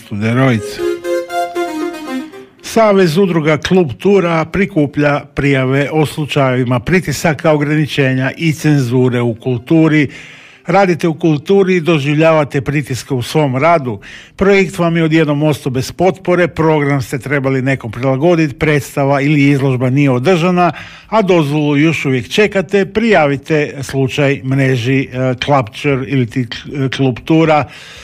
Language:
Croatian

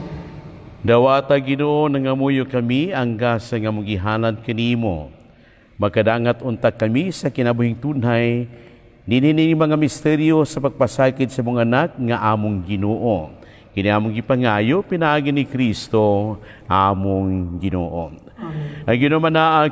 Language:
Cebuano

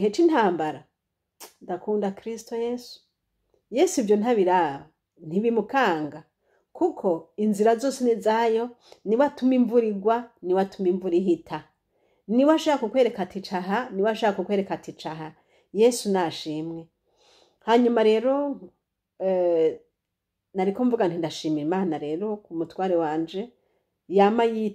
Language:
Rundi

